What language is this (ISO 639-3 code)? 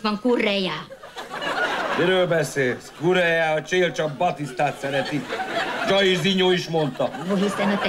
hun